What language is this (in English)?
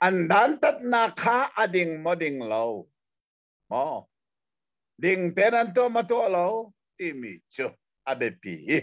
Hakha Chin